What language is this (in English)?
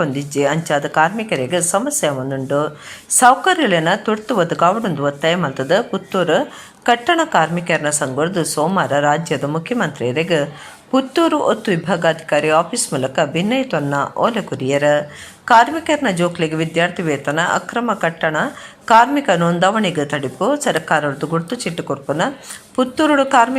Tulu